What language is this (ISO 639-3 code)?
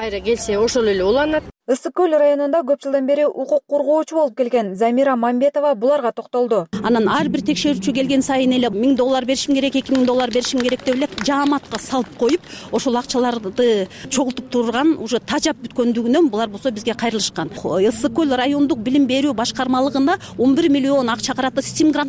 kir